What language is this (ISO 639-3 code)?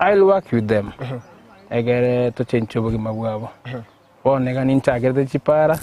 guz